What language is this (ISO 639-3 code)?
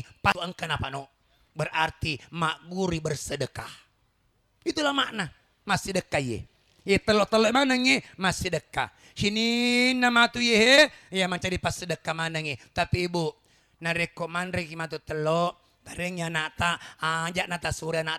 bug